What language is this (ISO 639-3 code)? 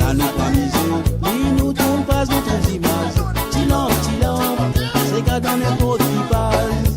mfe